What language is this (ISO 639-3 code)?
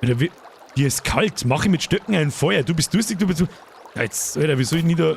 bar